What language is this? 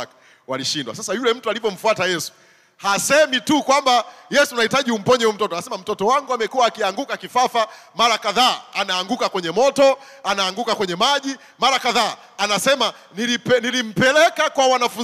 Swahili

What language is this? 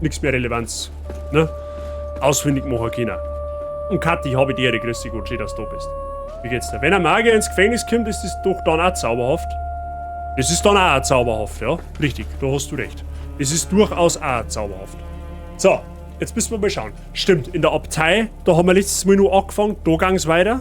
Bavarian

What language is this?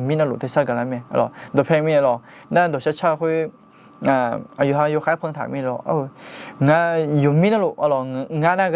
Akha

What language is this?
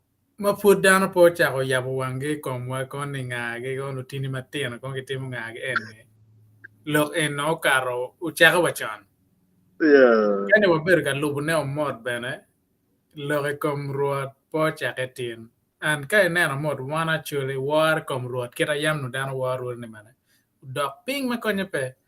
Acoli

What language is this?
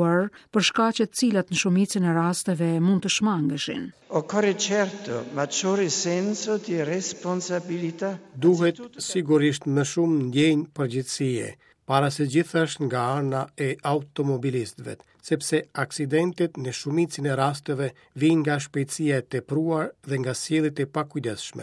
Albanian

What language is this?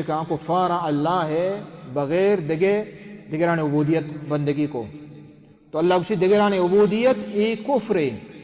Baluchi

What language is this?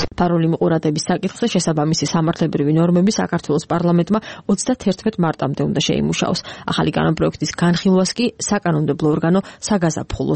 Georgian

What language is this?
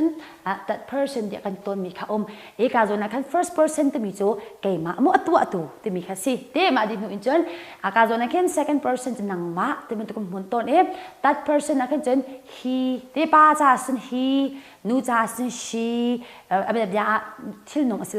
Hakha Chin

